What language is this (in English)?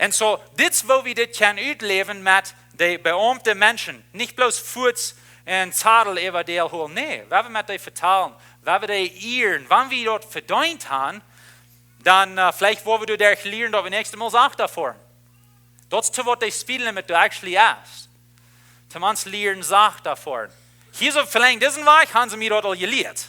Plautdietsch